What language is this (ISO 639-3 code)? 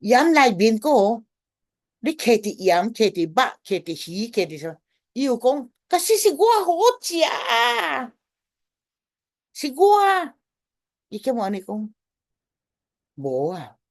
nan